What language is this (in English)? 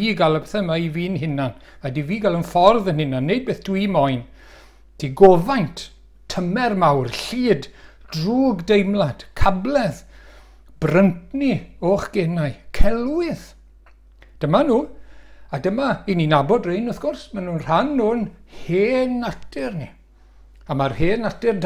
Welsh